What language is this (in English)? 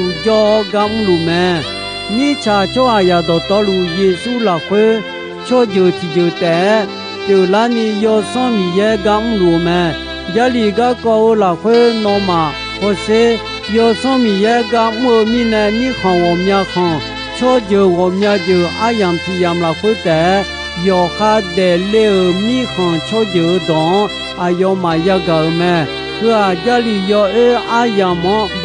Akha